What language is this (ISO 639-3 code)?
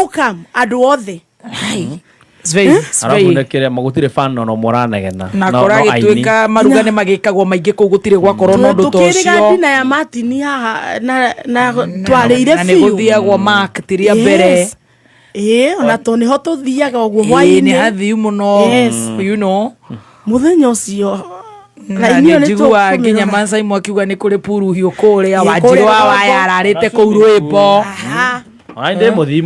kik